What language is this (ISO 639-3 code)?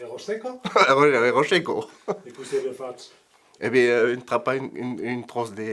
oci